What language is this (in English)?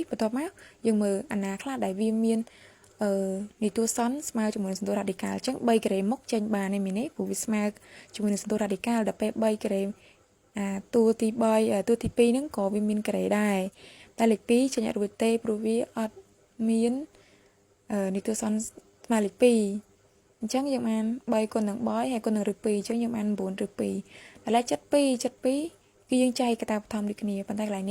Khmer